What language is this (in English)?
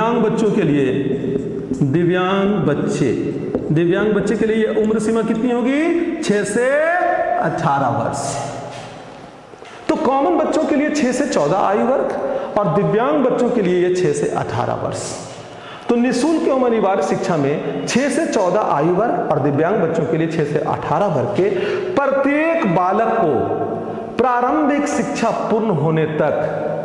Hindi